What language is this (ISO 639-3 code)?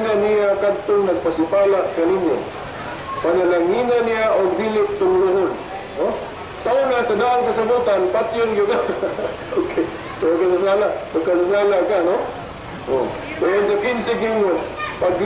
ceb